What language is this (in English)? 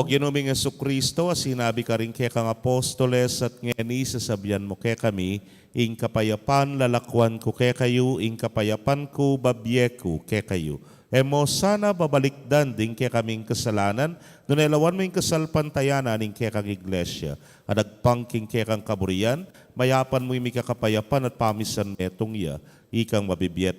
Pampanga